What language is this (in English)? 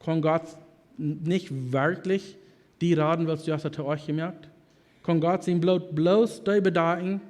Plautdietsch